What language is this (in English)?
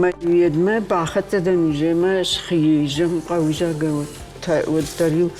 Ossetic